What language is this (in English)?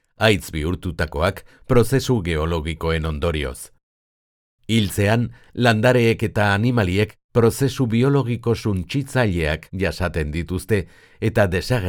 Basque